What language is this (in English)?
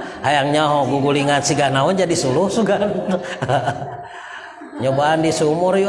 Sundanese